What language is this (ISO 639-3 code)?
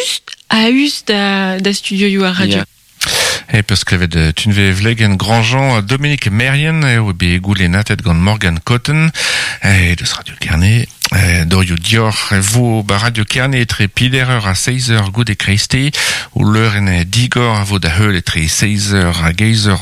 bre